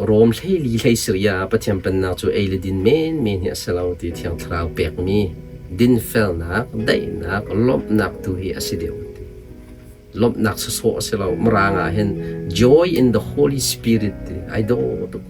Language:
Hakha Chin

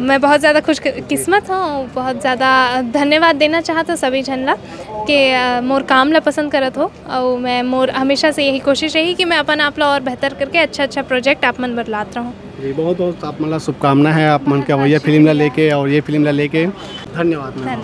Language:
Chhattisgarhi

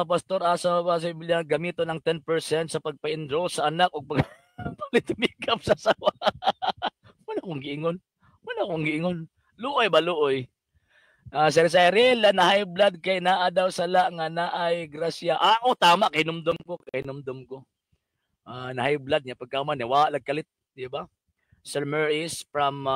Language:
Cebuano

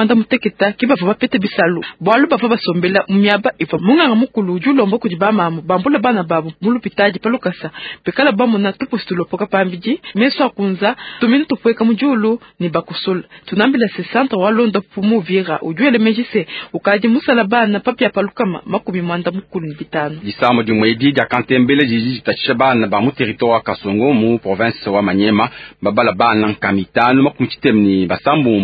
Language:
Luba-Lulua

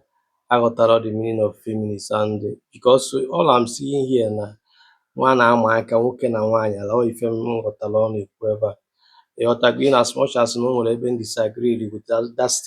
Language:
Igbo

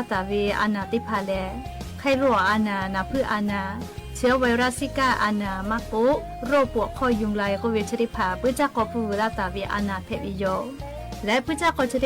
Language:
Lahu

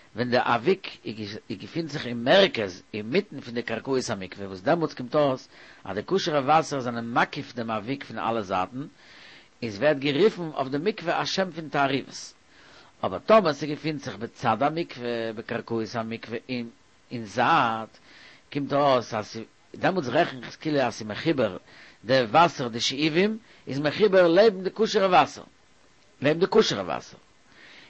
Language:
Yiddish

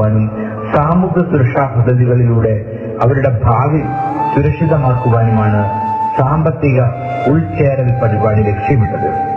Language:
Malayalam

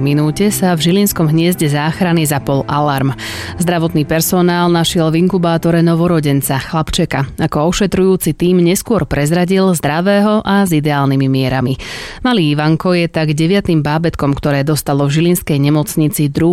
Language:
Slovak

